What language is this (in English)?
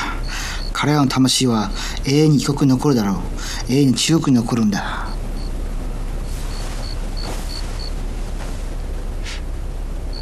Japanese